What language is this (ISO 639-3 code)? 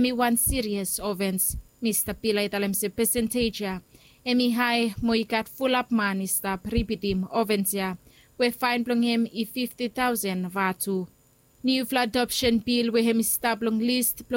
bis